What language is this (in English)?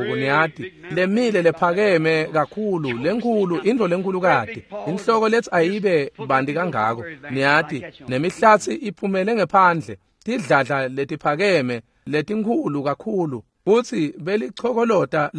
Swati